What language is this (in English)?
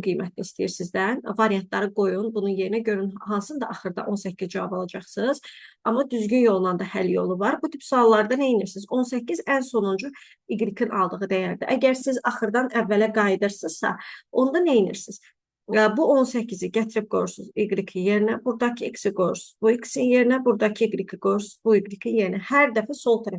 Azerbaijani